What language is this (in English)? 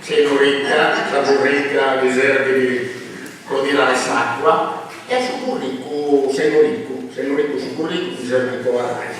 Sardinian